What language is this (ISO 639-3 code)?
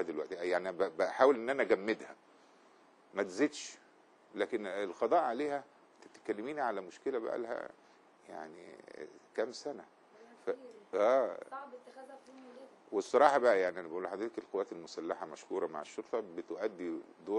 arz